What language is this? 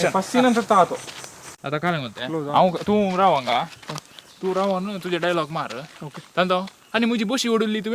Konkani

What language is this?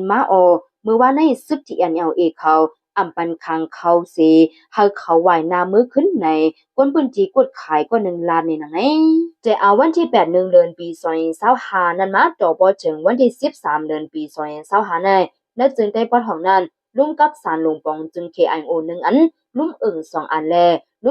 Shan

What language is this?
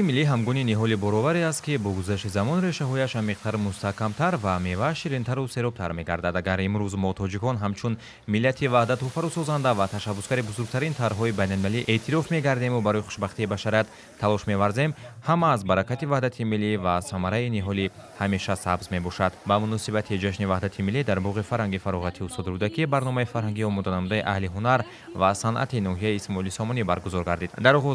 Tajik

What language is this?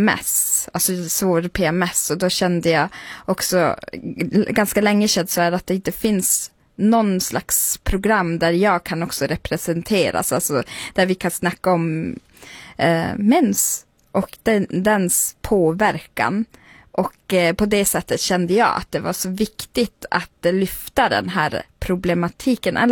Swedish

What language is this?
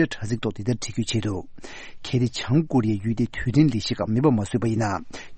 Tibetan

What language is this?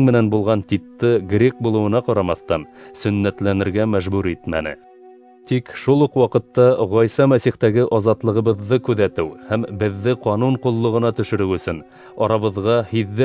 Bashkir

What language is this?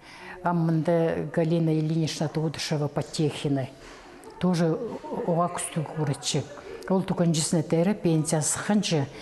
Khakas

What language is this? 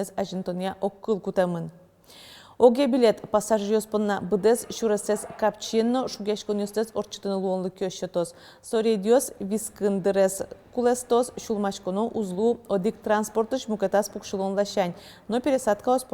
Udmurt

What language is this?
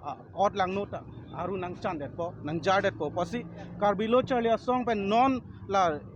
Karbi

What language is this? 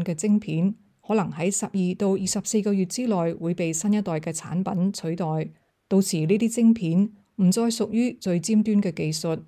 Cantonese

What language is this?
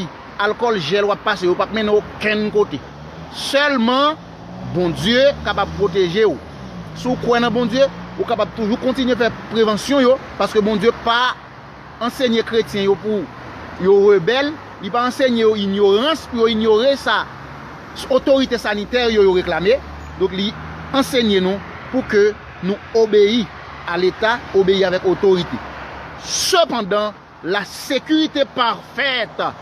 Haitian Creole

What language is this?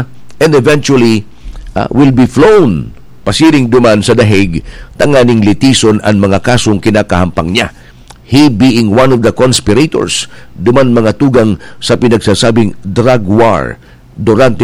Bikol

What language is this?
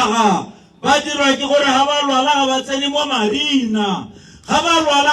Tswana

